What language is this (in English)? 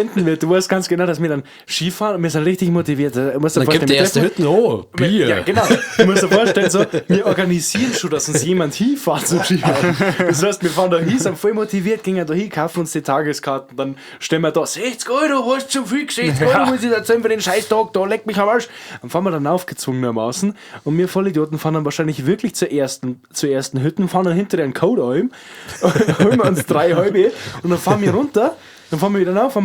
Bavarian